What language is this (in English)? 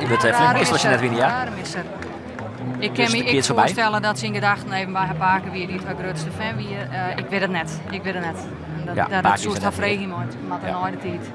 Western Frisian